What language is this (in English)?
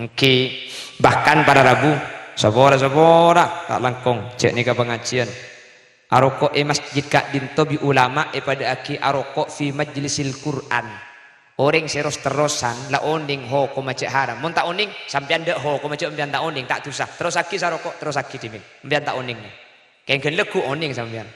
Madurese